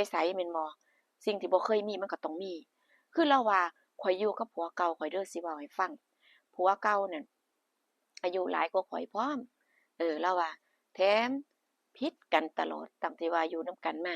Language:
Northeastern Thai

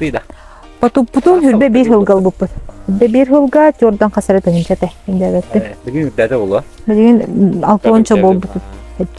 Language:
Yakut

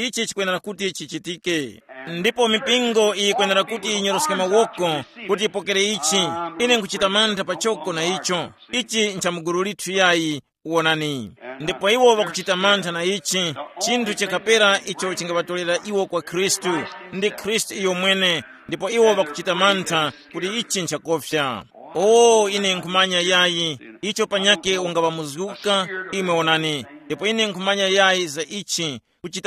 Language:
Tumbuka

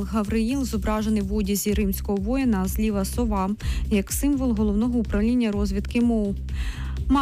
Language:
Ukrainian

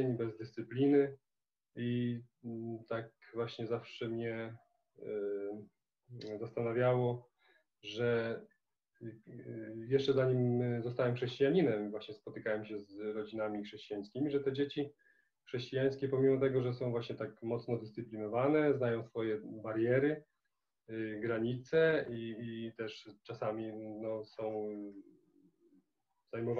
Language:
Polish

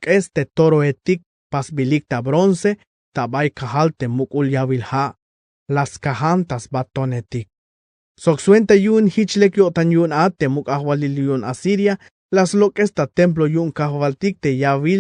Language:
Tzeltal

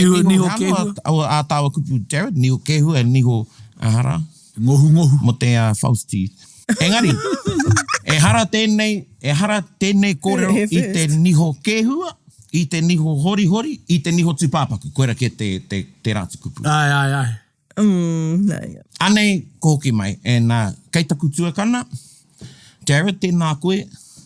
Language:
Māori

